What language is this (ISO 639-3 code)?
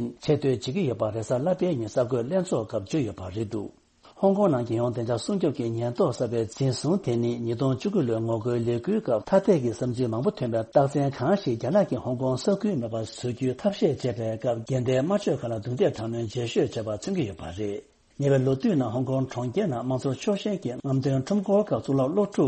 bod